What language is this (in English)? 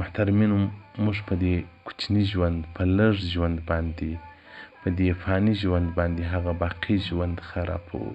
Pashto